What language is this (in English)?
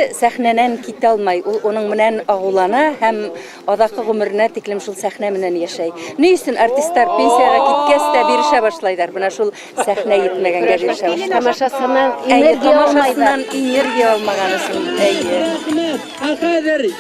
Bashkir